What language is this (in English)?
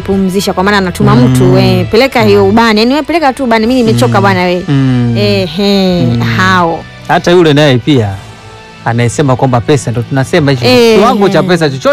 Swahili